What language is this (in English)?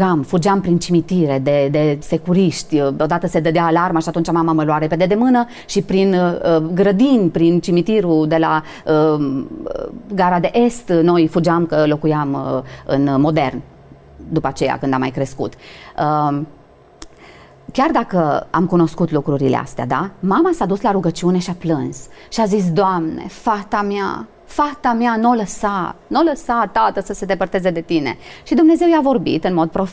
Romanian